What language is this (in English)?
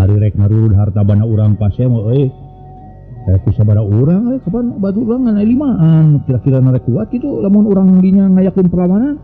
Sundanese